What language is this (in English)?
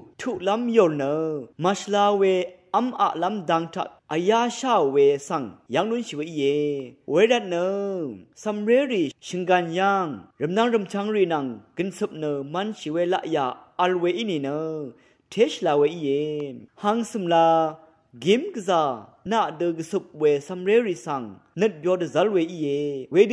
Rawang